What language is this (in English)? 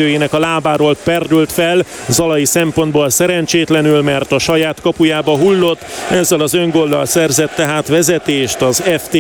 Hungarian